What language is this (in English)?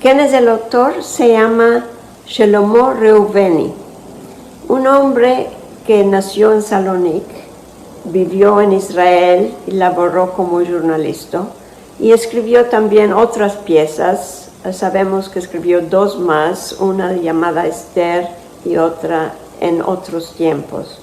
Ladino